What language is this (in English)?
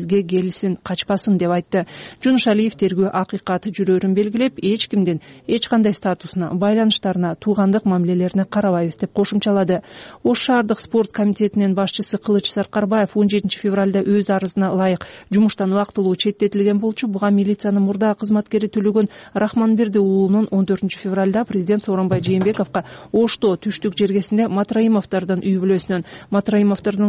Kyrgyz